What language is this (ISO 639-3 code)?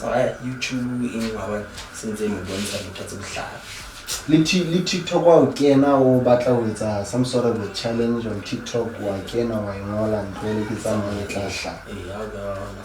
sot